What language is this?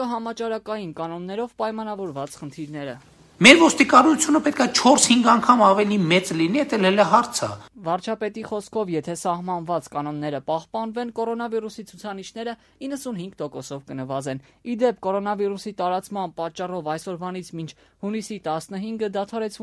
Armenian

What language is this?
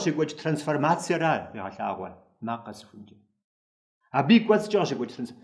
Kabardian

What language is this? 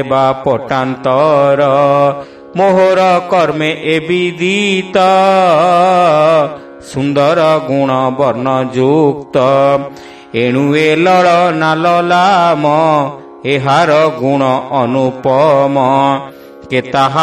Odia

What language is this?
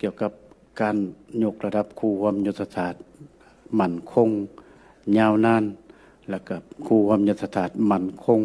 Lao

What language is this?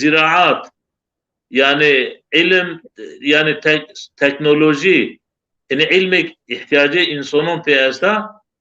Zaza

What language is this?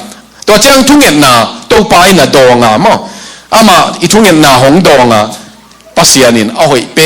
Tedim Chin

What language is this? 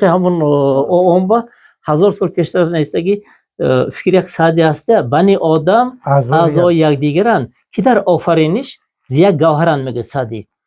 Tajik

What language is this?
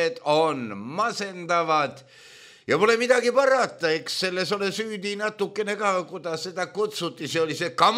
Estonian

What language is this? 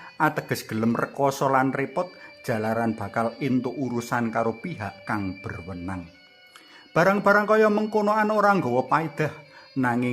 Javanese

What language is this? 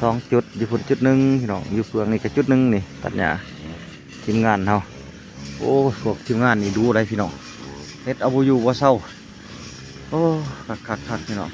Lao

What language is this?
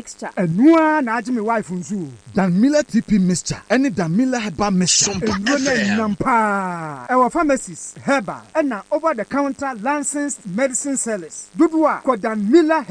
Akan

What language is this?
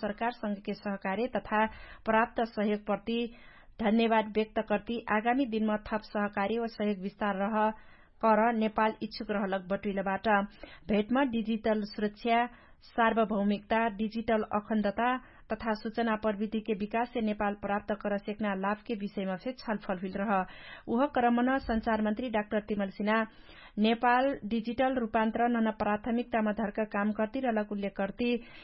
Dangaura Tharu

